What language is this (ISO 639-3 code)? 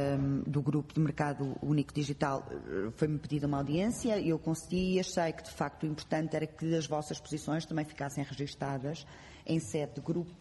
por